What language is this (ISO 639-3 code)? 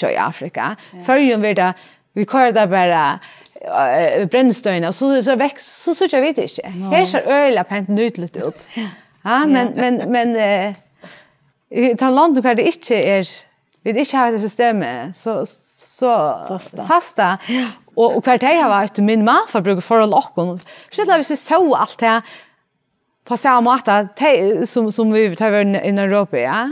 fao